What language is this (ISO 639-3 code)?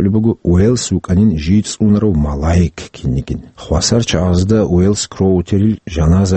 ava